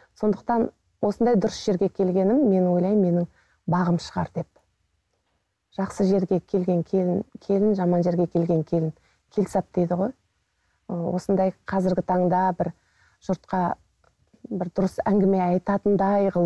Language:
Kazakh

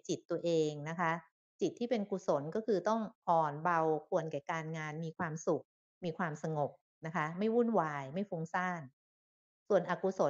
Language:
Thai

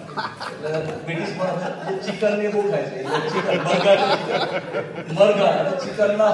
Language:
Gujarati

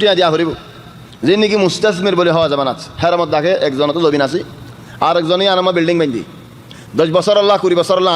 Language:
Rohingya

